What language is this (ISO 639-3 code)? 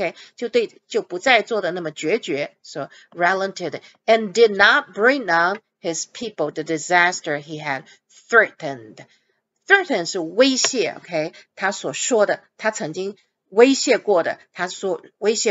zho